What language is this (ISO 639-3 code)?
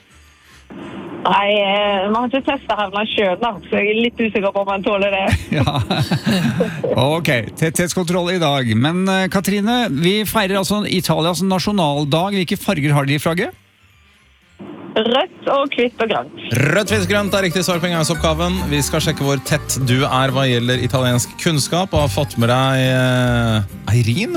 nor